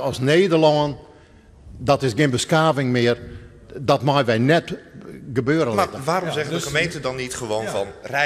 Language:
Western Frisian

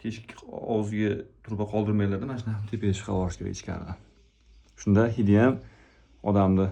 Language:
Uzbek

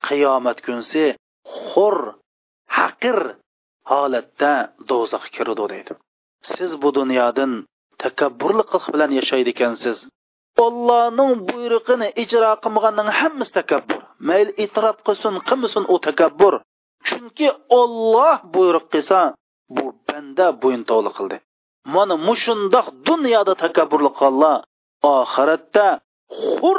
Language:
Uyghur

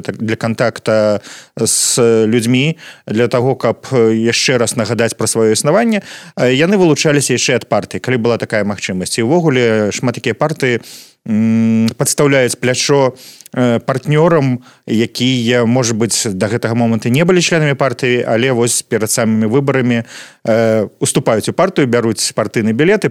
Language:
Belarusian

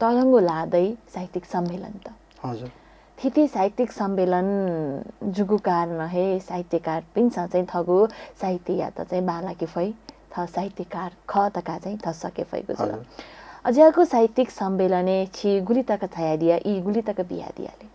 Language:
Newari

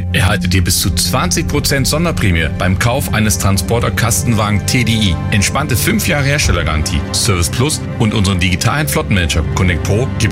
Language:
German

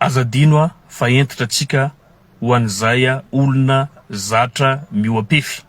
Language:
Malagasy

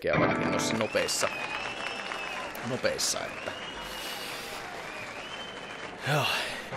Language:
Finnish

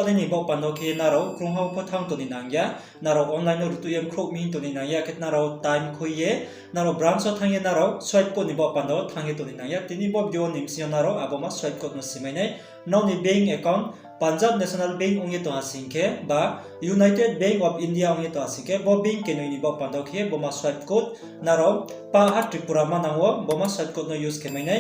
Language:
Riang (India)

